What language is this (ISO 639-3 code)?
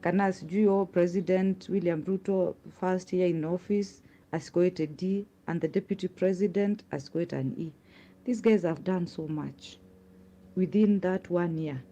kam